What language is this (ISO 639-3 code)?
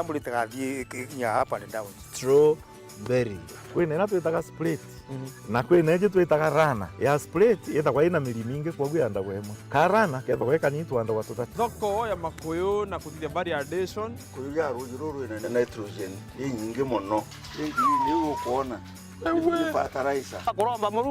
mer